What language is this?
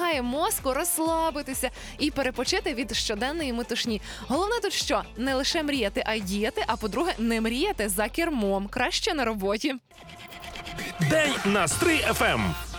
Ukrainian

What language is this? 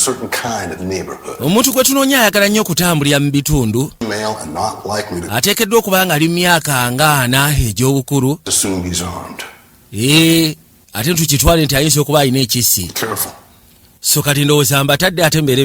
Ganda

